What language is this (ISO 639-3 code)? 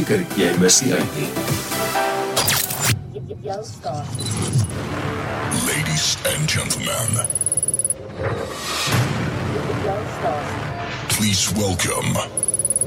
afr